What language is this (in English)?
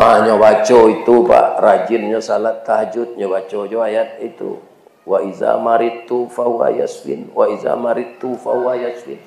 Minangkabau